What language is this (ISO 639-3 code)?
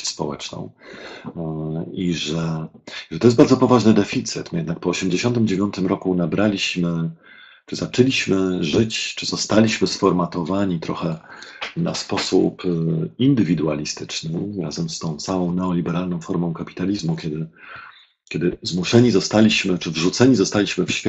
pol